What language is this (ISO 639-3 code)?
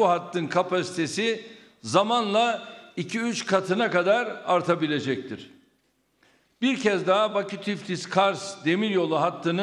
tur